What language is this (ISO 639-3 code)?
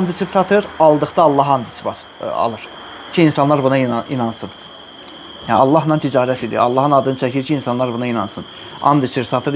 aze